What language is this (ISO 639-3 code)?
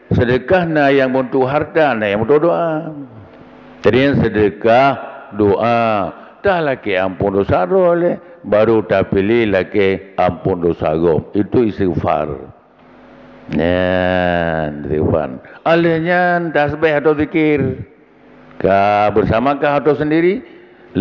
ace